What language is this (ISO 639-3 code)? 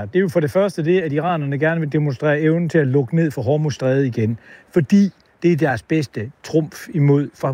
dan